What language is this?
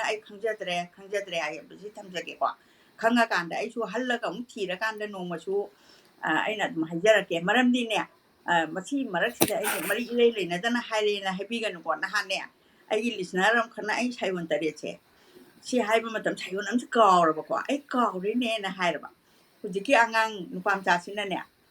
Manipuri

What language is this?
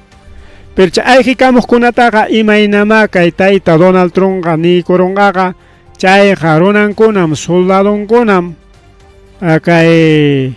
Ayacucho Quechua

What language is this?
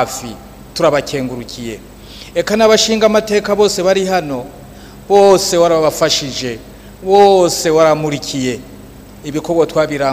Rundi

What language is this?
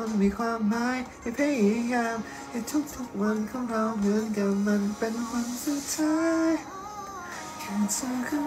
Thai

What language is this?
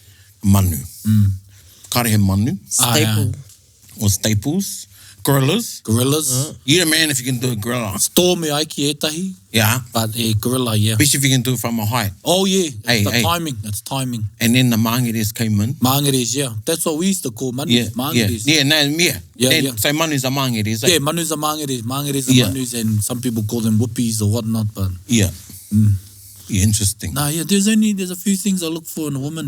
Māori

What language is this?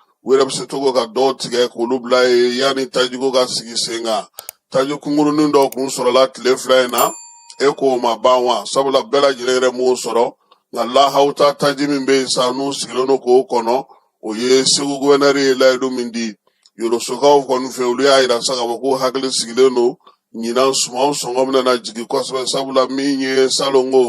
Bambara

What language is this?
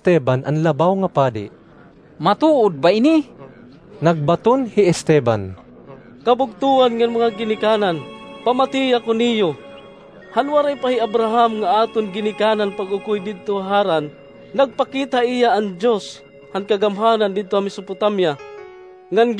Waray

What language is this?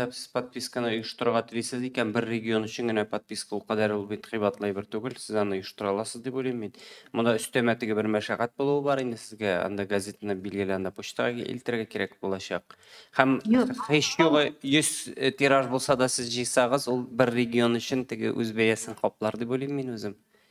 Tatar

